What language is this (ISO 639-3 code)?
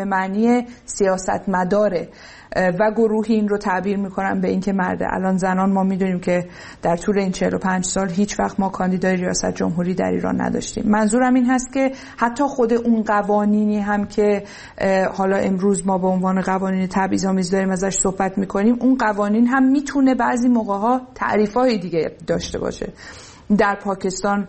fas